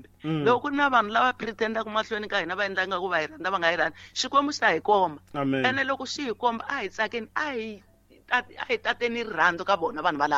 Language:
Tsonga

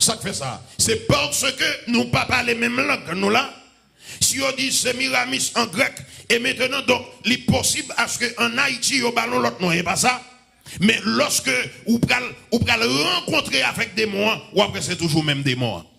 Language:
Haitian Creole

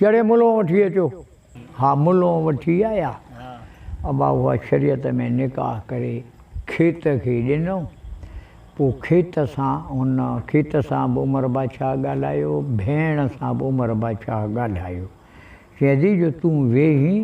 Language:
Sindhi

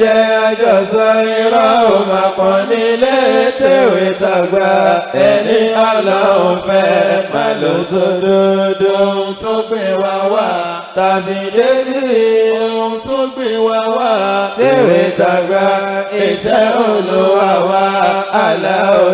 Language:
Yoruba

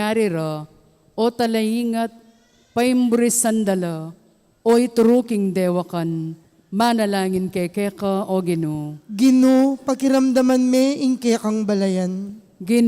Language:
Pampanga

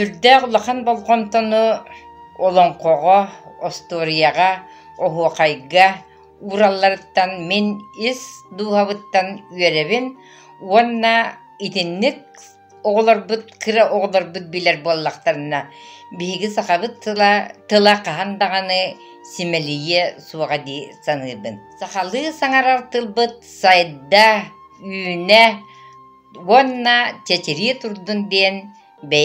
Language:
Yakut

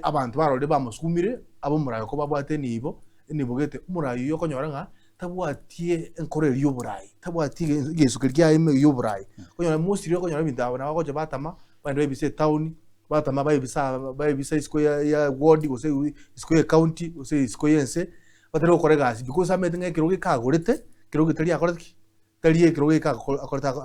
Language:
Gusii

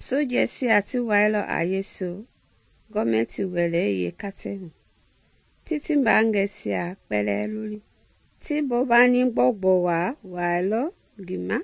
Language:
Mende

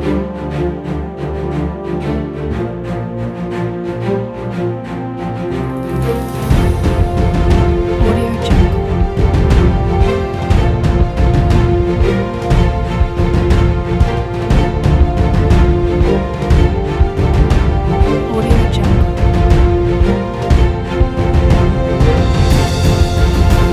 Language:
Malay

